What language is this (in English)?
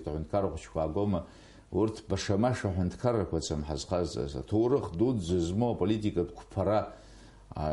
Abkhazian